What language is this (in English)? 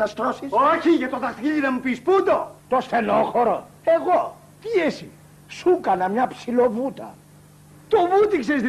Greek